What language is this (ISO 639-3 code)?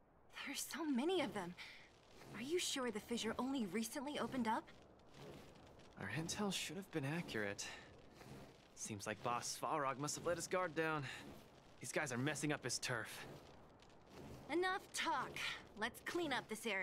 eng